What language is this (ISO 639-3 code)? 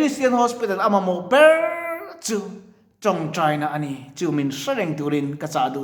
lus